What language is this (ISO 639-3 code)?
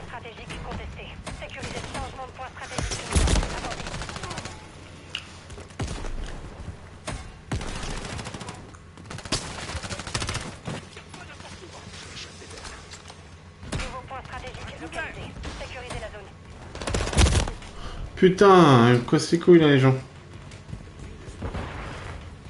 fra